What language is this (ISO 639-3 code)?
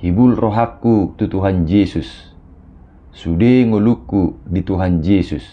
bbc